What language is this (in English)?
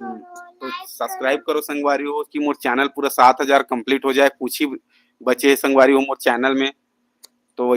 Chhattisgarhi